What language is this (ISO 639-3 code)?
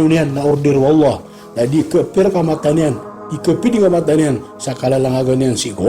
mrw